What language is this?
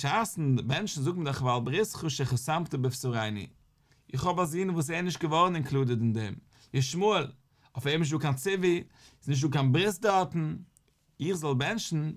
Yiddish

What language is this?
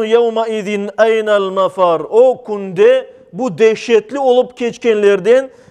Crimean Tatar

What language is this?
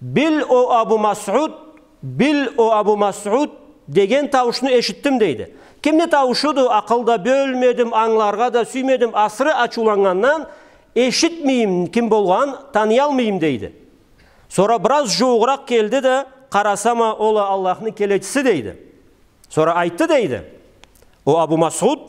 Karachay-Balkar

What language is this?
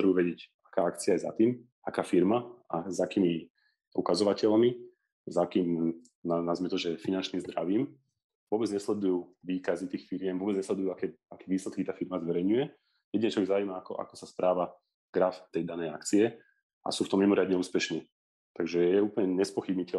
Slovak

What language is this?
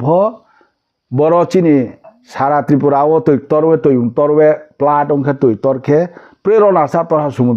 Riang (India)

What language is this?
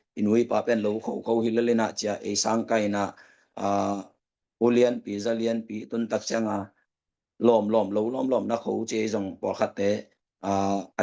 Tedim Chin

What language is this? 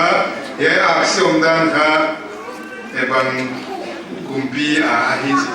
Paite Chin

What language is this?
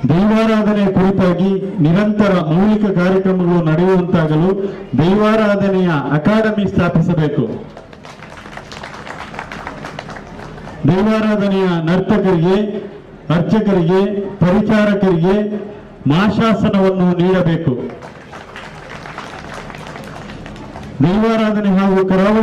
Kannada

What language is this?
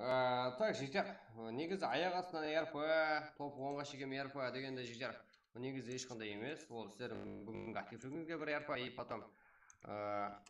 Kara-Kalpak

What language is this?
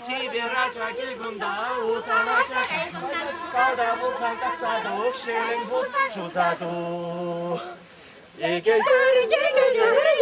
Chuvash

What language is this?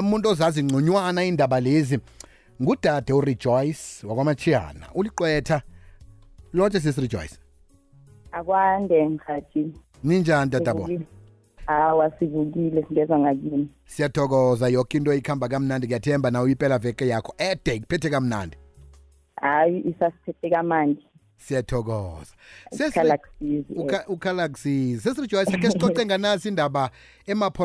South Ndebele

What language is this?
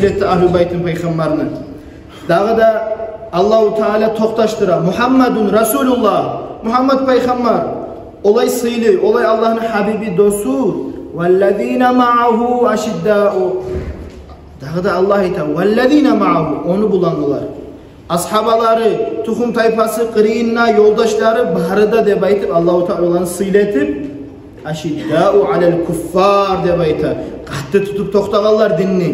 Kumyk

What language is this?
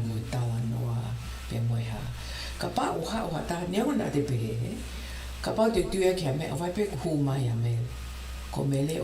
Tongan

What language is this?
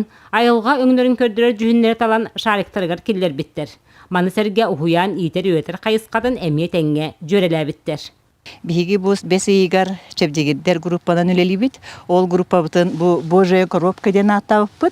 Yakut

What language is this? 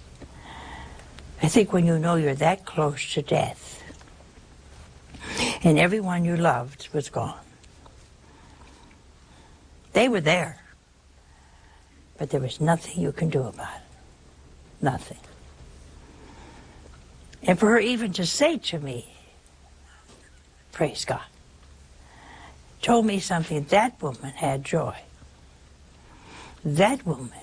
English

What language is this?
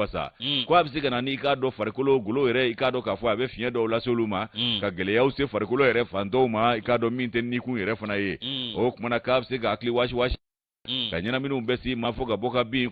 Bambara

